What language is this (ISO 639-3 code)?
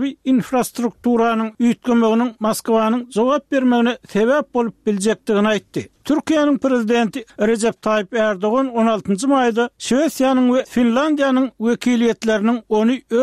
tuk